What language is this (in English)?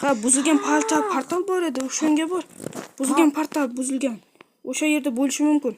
Uzbek